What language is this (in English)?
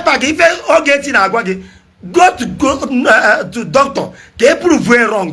Igbo